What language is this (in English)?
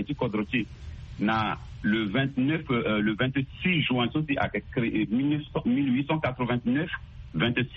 Sango